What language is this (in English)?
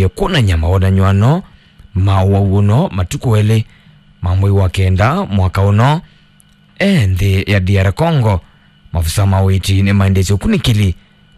Kamba